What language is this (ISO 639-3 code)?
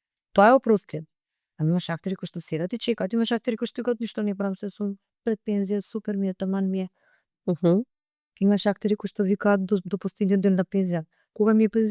mkd